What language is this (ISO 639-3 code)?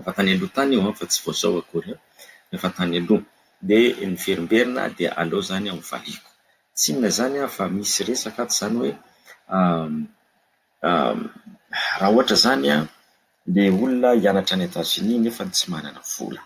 mlg